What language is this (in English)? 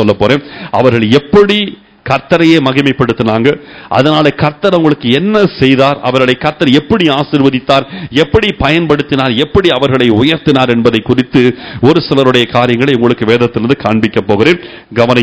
Tamil